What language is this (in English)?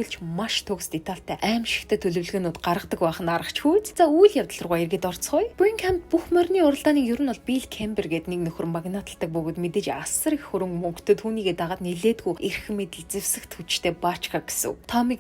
Mongolian